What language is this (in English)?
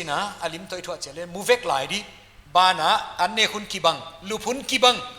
Paite Chin